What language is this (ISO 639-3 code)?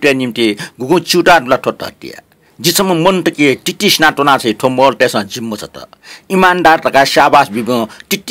new